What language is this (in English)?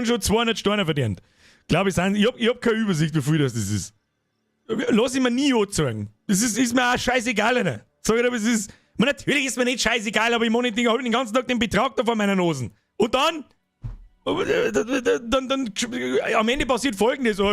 Bavarian